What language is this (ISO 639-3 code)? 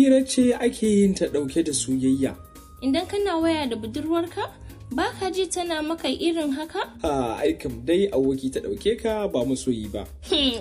hau